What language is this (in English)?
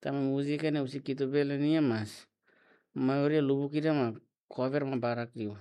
Tetum